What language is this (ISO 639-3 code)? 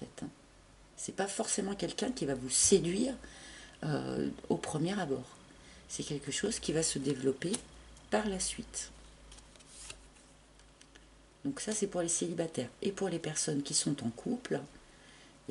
fra